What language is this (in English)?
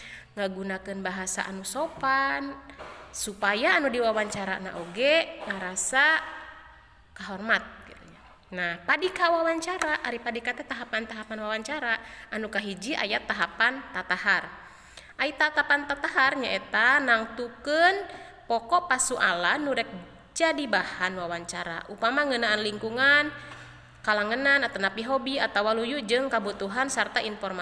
Sundanese